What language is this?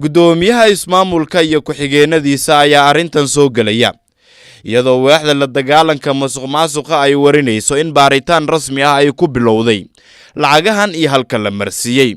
Somali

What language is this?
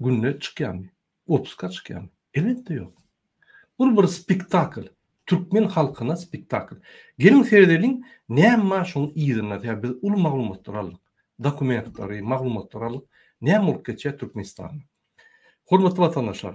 Turkmen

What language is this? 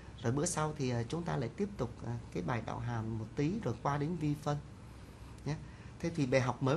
Vietnamese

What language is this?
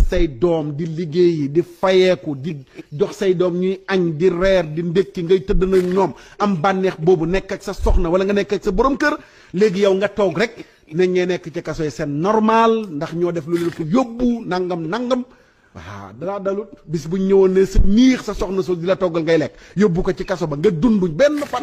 Wolof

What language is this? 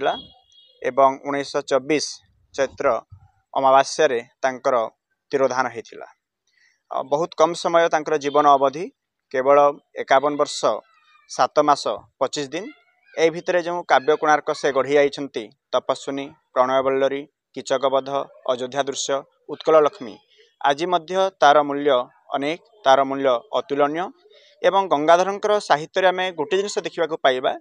Odia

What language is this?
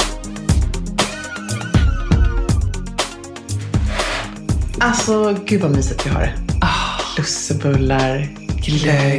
Swedish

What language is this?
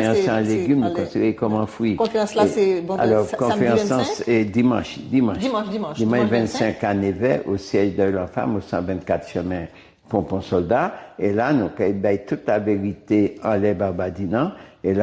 Guadeloupean Creole French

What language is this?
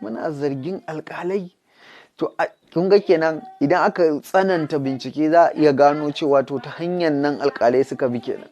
Hausa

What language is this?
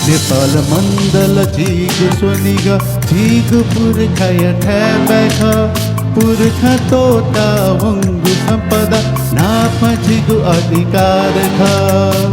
Newari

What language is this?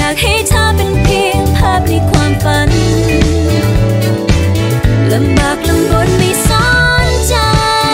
Thai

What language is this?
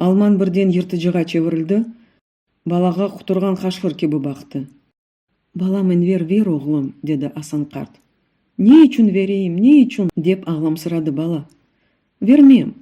Crimean Tatar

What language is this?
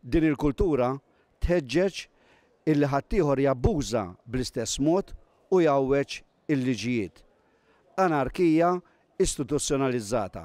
Maltese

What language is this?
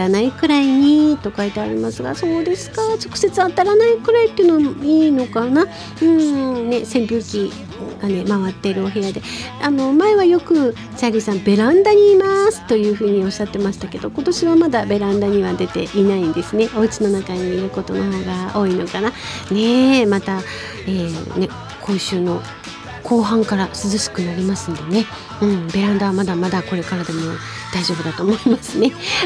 Japanese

